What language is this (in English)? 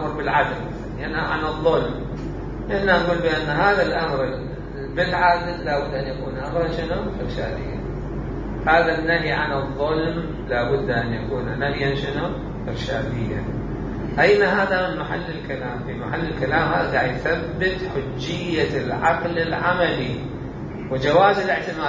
Mesopotamian Arabic